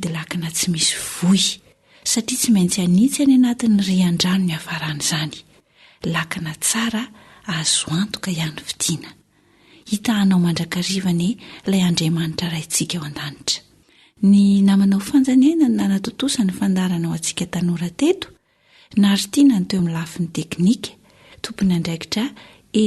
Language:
Malagasy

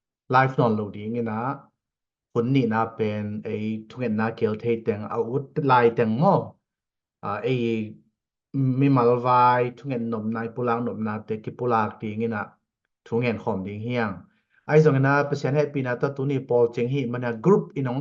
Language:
Tedim Chin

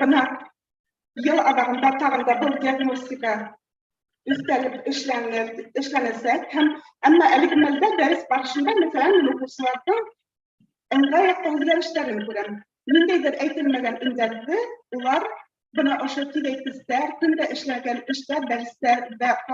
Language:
Bashkir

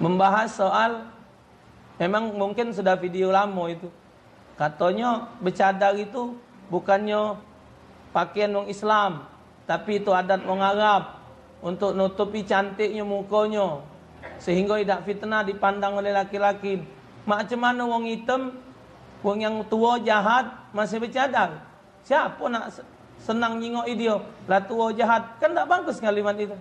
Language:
Musi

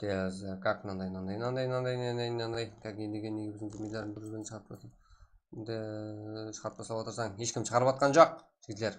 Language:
Kara-Kalpak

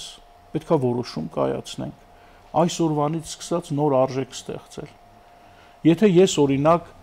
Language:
Armenian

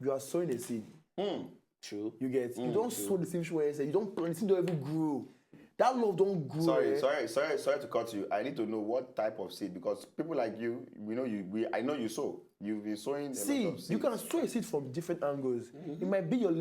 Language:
Nigerian Pidgin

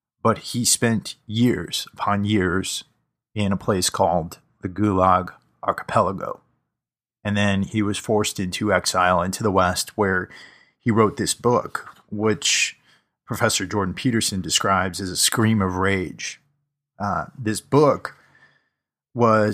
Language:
English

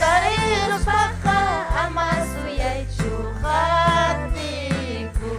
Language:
Ayacucho Quechua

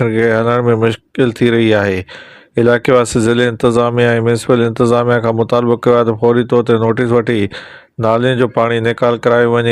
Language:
Sindhi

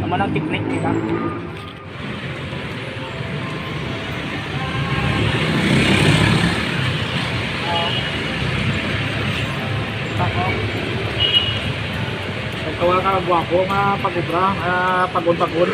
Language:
Hiligaynon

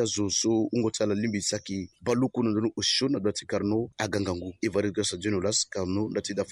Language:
Sango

